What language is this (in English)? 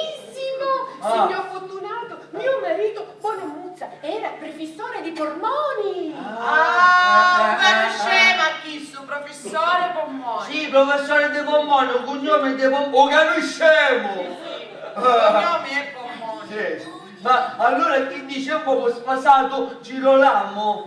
Sicilian